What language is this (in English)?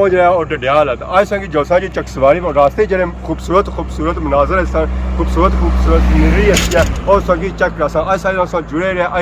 Pahari-Potwari